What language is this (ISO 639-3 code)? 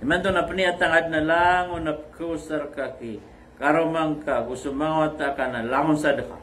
mrw